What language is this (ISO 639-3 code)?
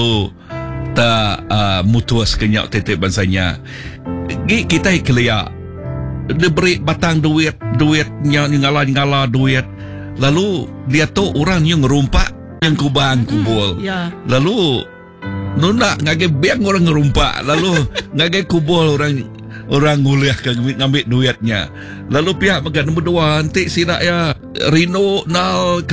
iba